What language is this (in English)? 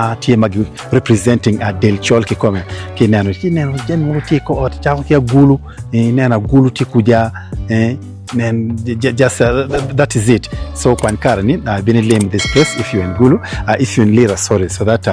Acoli